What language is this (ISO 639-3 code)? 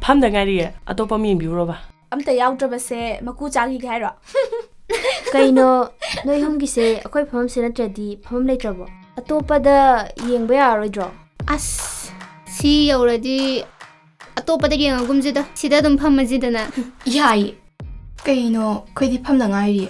mni